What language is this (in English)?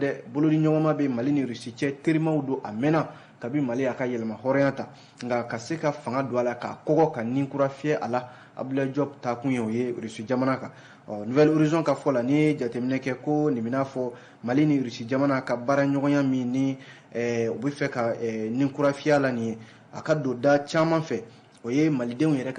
Bambara